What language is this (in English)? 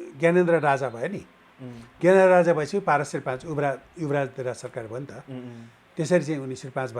Nepali